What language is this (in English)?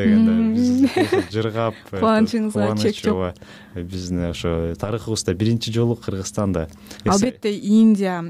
Kyrgyz